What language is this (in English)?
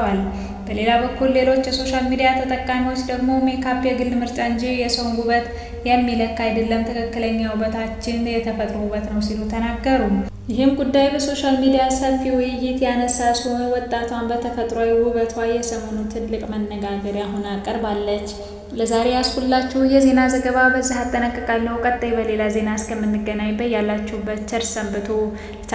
Amharic